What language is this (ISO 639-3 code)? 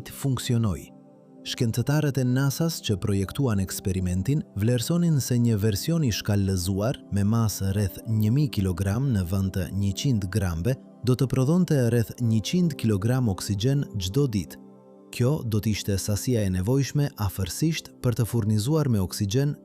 sqi